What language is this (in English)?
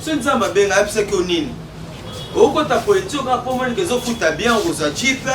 Lingala